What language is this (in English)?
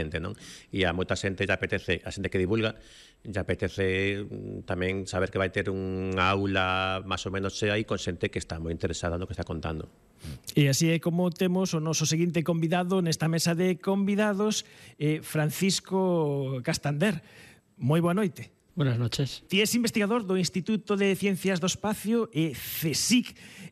Galician